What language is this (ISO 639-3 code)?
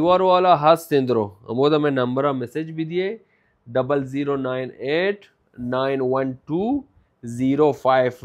bal